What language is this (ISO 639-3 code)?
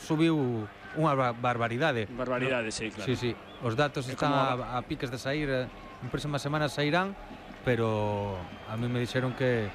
glg